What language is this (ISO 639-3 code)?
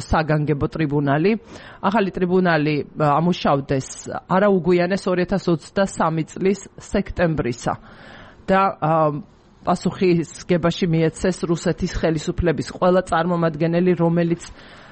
kat